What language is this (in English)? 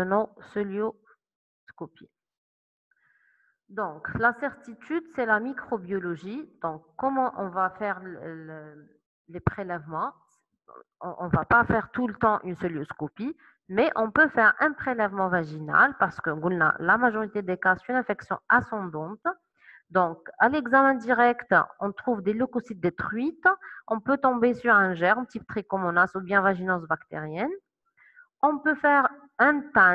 French